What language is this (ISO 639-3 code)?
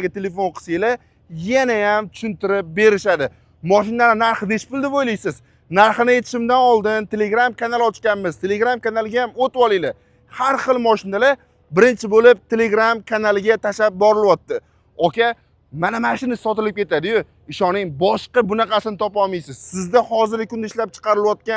uzb